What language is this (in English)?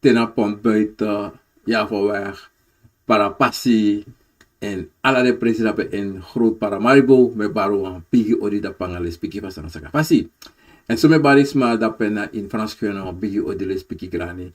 Sranan Tongo